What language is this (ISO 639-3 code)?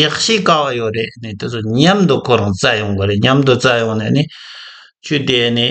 bod